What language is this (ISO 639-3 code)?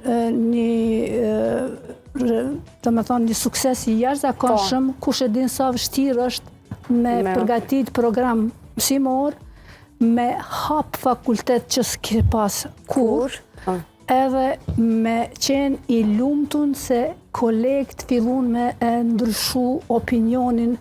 sqi